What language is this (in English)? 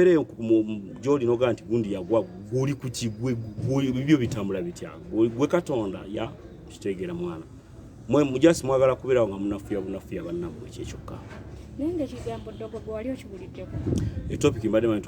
Ganda